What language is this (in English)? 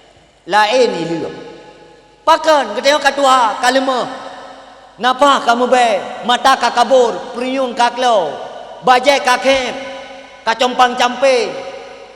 Achinese